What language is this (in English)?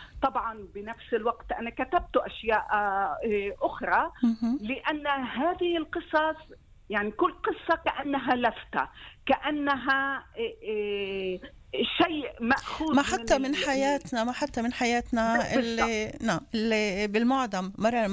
North Levantine Arabic